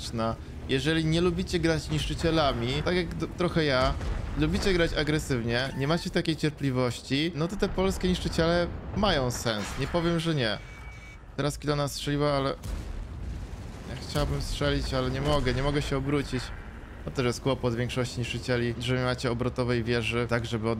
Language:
Polish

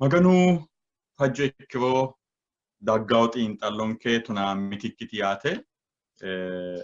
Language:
Sidamo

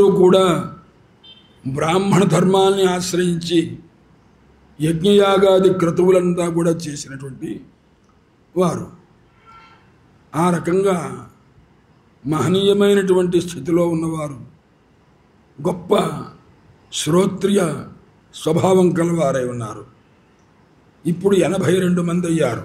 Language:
Telugu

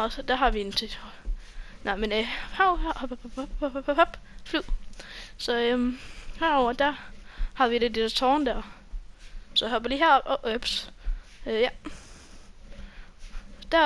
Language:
Danish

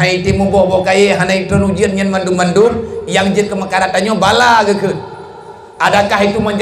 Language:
Achinese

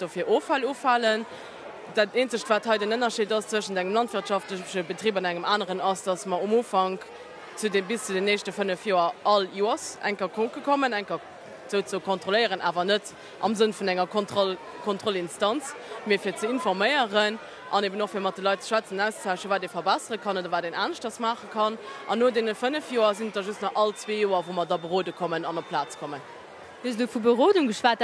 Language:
Luxembourgish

